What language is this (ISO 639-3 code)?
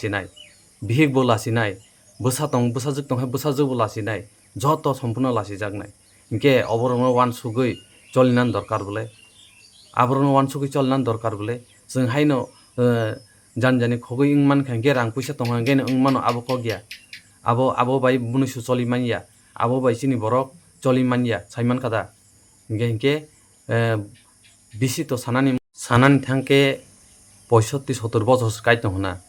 trp